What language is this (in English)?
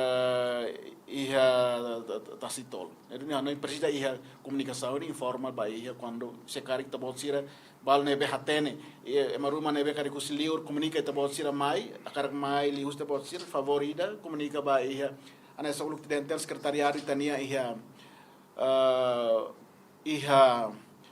Tetum